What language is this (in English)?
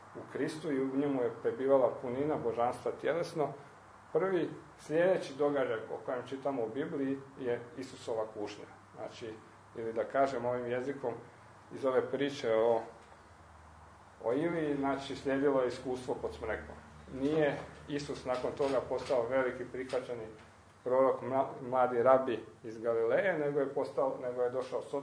Croatian